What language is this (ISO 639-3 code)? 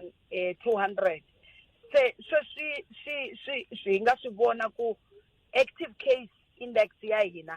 tso